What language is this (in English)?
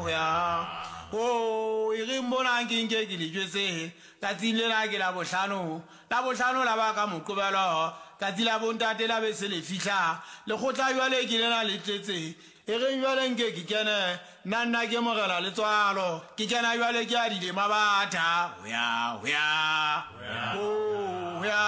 Southern Sotho